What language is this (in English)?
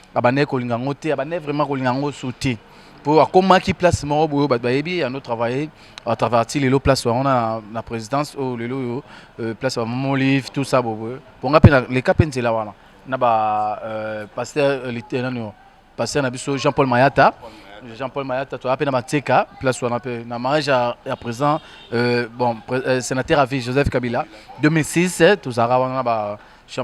Lingala